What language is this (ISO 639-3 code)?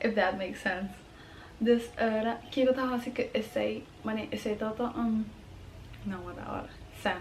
pap